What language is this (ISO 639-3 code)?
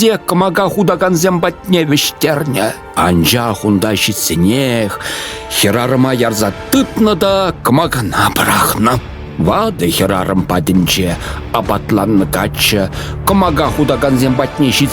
chv